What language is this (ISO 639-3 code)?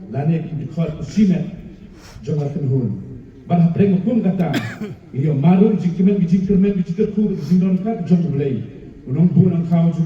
kha